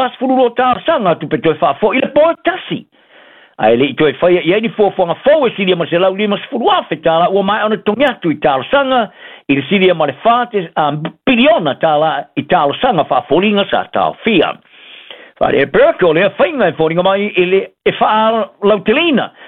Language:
Samoan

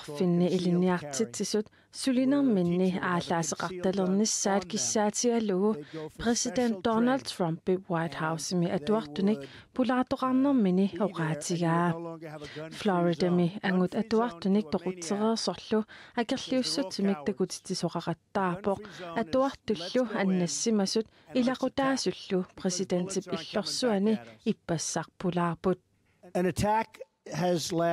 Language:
Kalaallisut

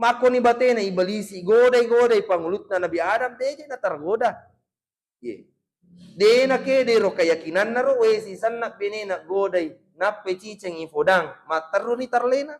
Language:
Buginese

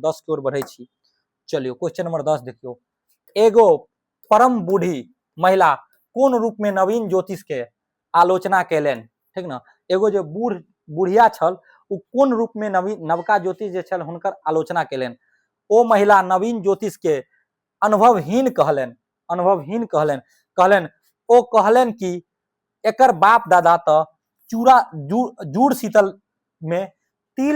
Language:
Maithili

